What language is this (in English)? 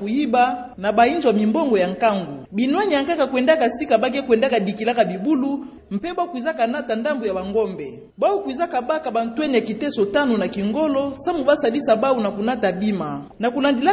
Kituba (Democratic Republic of Congo)